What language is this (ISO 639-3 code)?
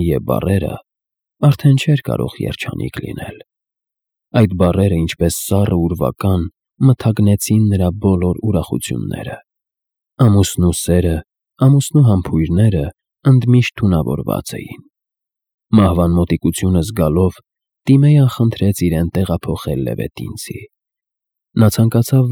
hye